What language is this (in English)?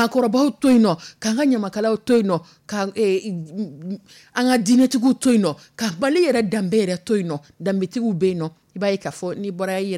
Dyula